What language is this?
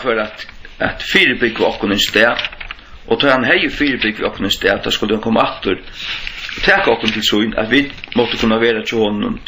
Faroese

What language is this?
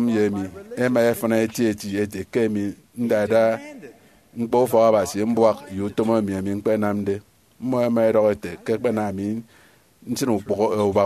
Efik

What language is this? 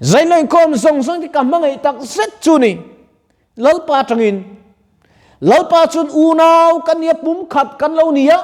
Mizo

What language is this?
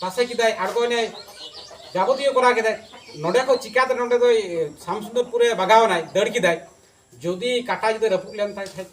Santali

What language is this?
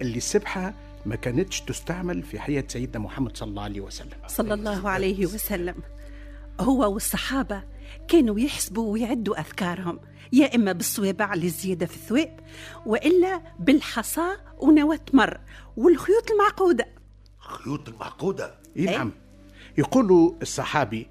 Tunisian Arabic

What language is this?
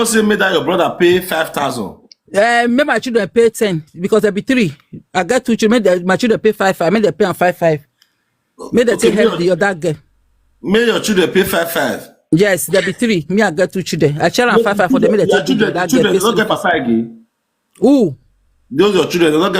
Nigerian Pidgin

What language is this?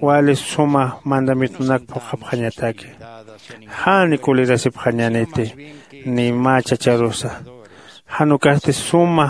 Aymara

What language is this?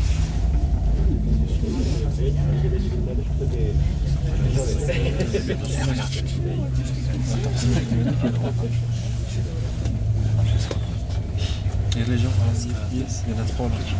French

